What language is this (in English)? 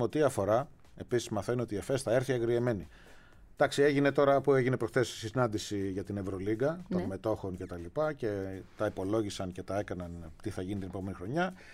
Greek